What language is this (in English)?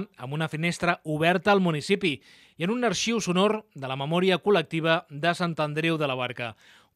Catalan